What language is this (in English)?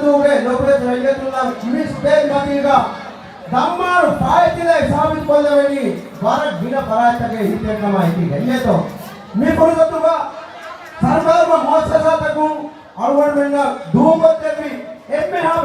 Divehi